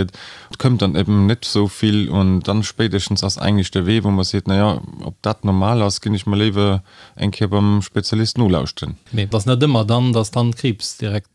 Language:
Luxembourgish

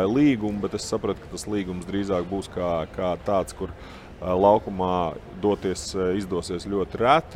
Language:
Latvian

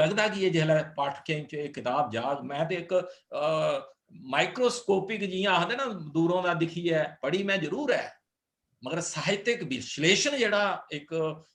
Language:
Dogri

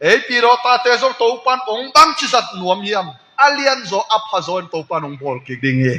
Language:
Tedim Chin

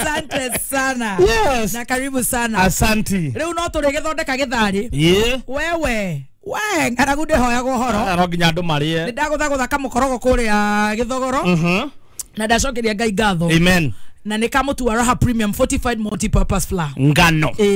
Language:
Kikuyu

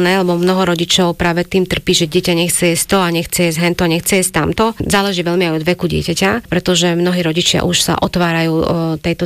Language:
Slovak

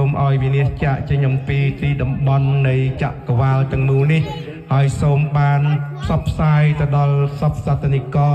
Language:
Khmer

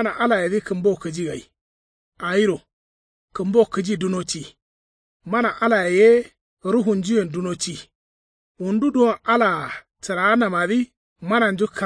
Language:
Kanuri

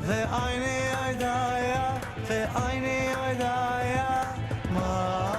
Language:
Yiddish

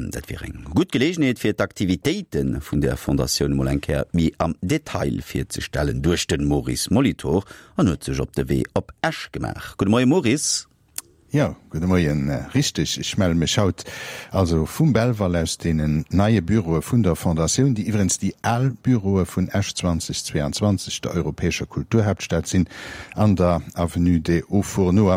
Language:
Luxembourgish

